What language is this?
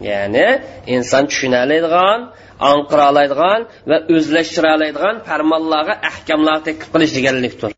Uyghur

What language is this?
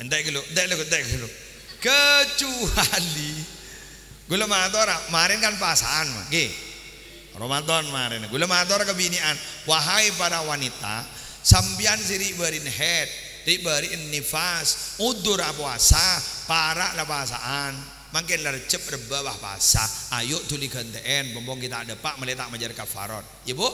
Madurese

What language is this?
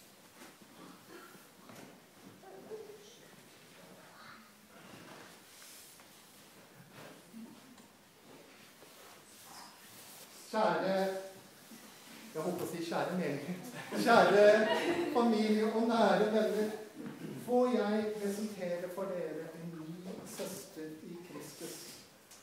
Norwegian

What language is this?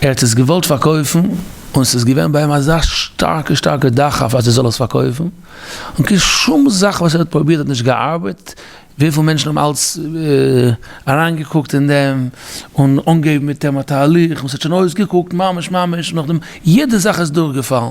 Yiddish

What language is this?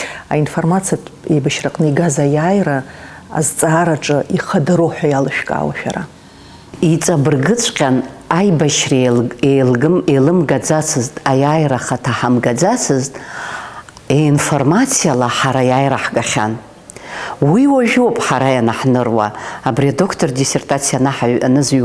Abkhazian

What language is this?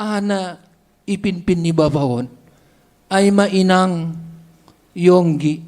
Batak Simalungun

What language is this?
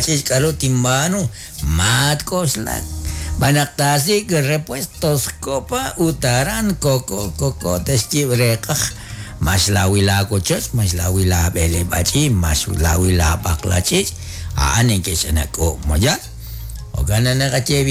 Kekchí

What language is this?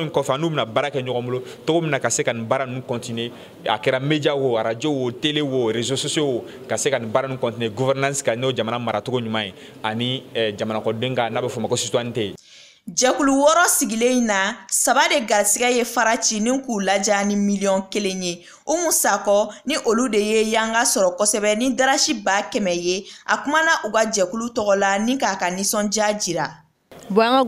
Bambara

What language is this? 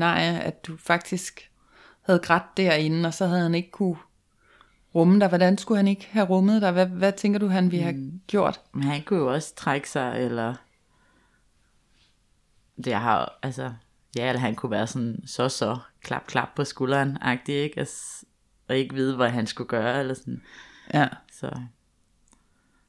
Danish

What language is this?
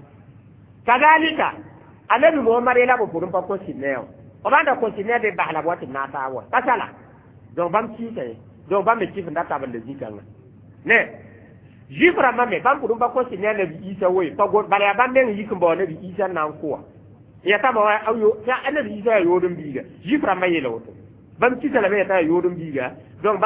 Mossi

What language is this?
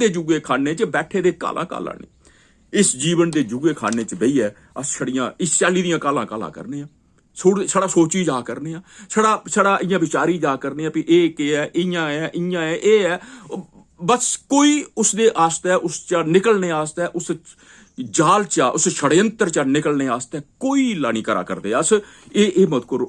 Dogri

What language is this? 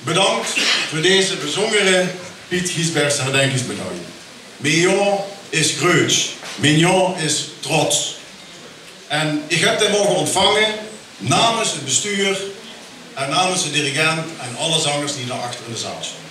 Limburgish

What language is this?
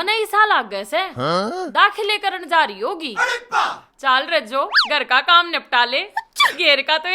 Haryanvi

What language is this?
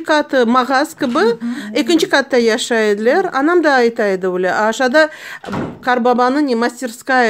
Crimean Tatar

